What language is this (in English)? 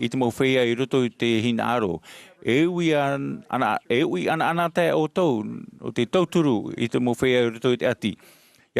Tahitian